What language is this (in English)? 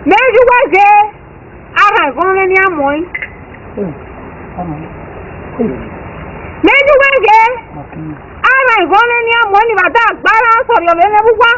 Esan